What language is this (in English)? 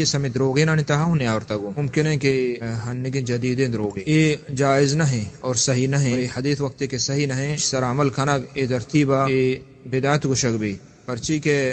Baluchi